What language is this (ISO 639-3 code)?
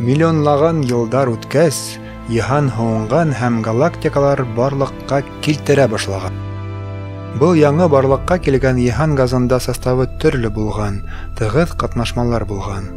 bak